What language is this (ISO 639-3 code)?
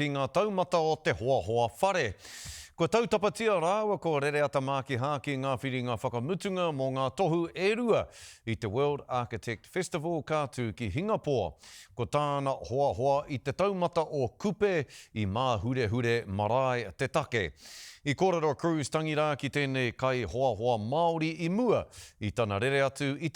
mri